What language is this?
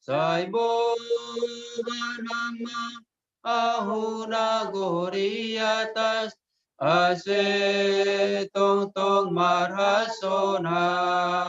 Batak Simalungun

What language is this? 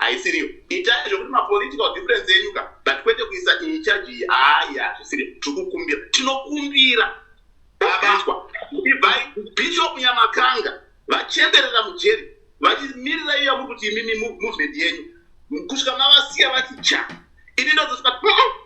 Shona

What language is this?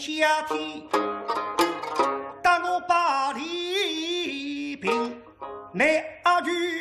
Wu Chinese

